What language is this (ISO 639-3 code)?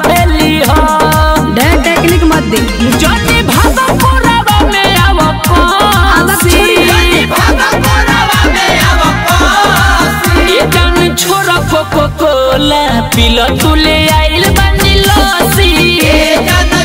bho